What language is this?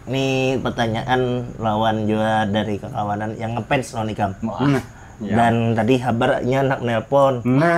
Banjar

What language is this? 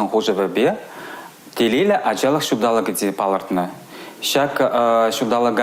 Chuvash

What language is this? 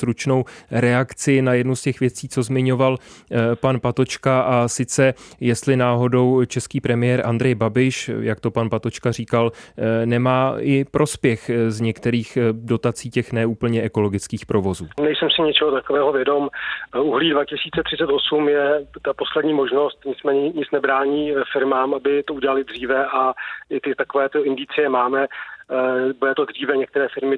Czech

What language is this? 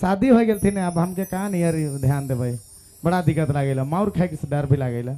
Sadri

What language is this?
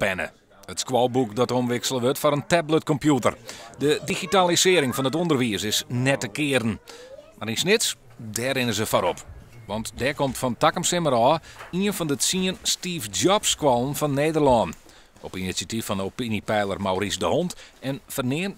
Western Frisian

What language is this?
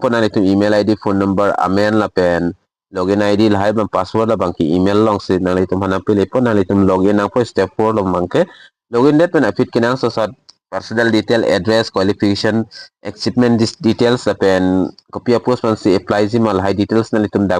Karbi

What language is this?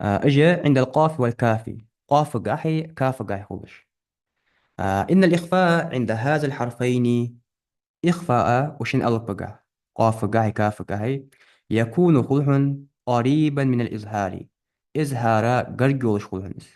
Ingush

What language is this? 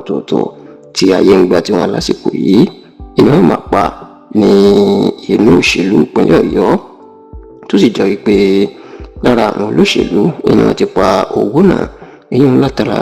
Yoruba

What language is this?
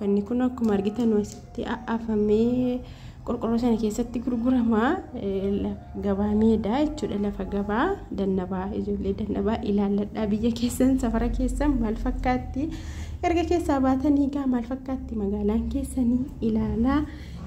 Oromo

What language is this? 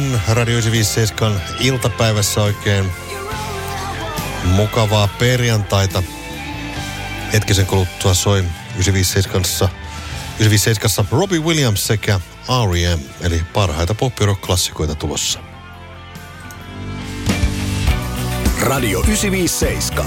Finnish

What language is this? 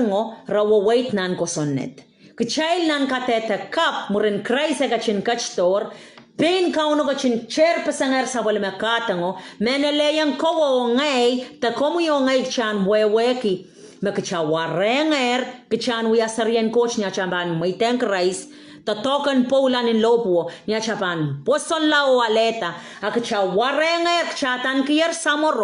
Pohnpeian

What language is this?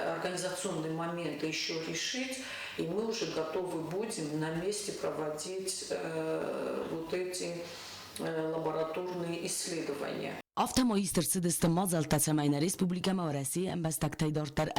Ossetic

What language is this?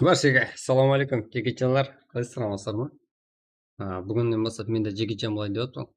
Kara-Kalpak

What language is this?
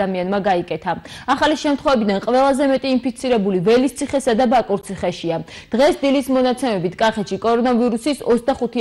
Georgian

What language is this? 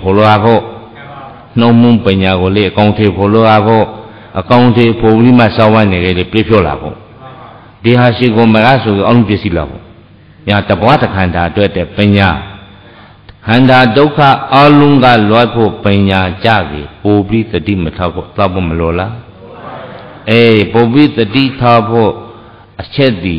Burmese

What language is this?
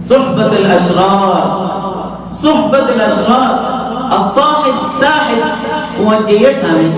Rohingya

